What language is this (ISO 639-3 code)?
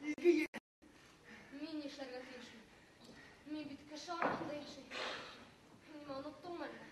bak